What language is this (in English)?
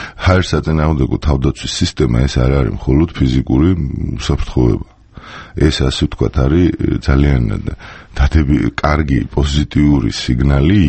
Georgian